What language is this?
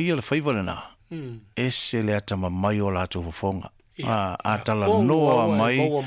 Samoan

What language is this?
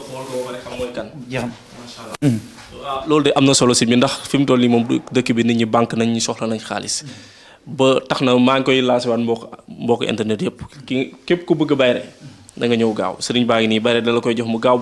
Wolof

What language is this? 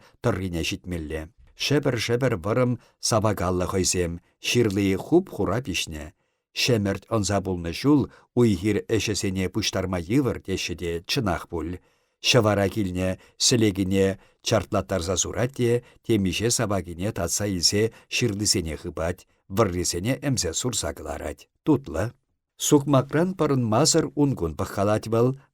Chuvash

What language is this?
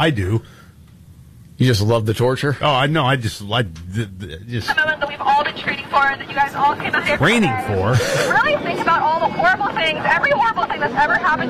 English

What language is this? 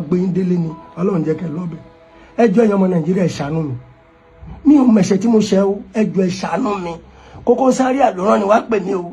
Yoruba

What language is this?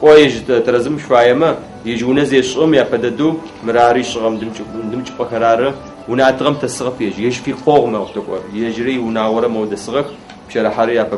Adyghe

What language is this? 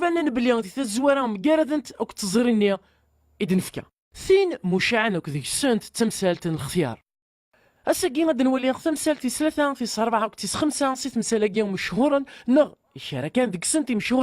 Kabyle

